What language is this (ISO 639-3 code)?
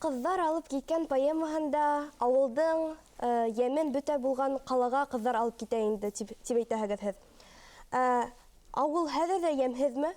bak